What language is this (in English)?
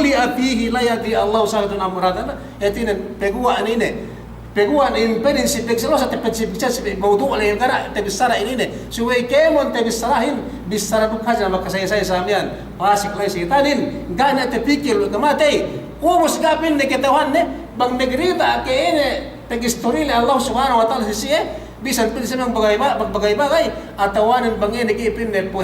Yakan